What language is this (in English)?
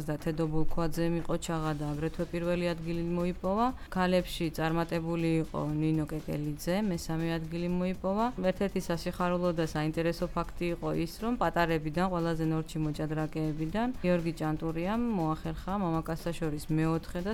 Georgian